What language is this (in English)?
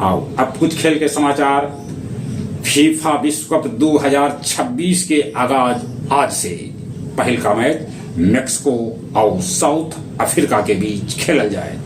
Magahi